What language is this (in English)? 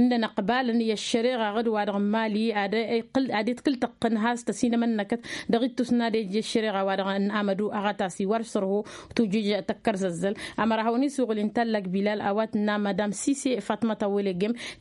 Tamasheq